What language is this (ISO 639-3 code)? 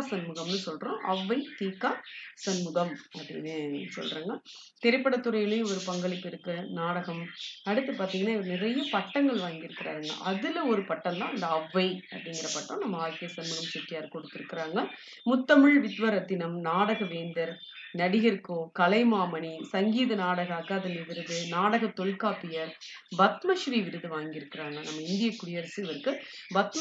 tam